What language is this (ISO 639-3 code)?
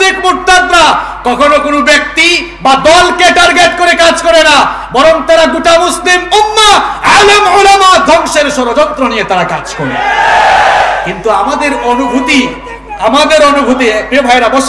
ben